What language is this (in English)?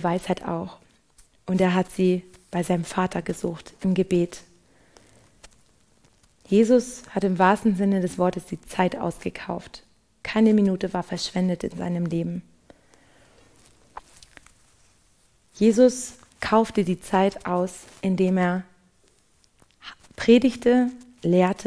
German